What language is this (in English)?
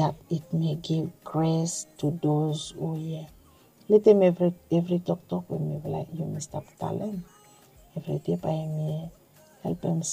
Bislama